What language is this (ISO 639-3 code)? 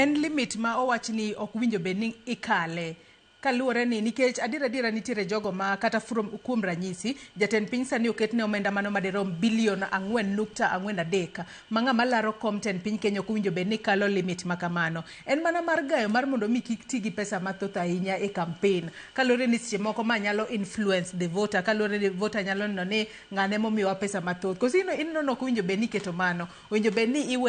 luo